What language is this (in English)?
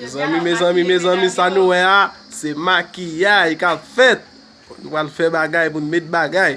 Haitian Creole